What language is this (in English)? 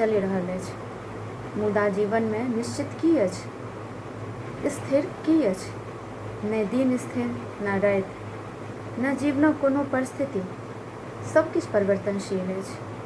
Maithili